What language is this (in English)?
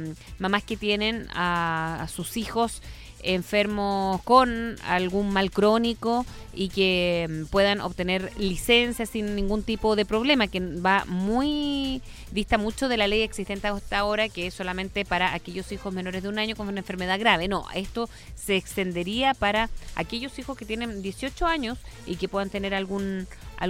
Spanish